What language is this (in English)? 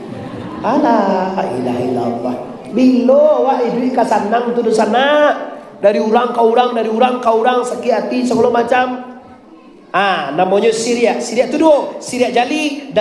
Minangkabau